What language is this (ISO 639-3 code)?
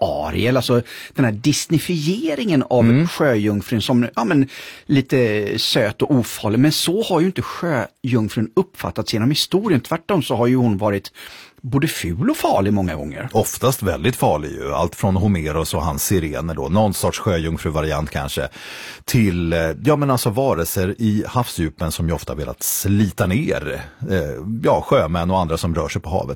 swe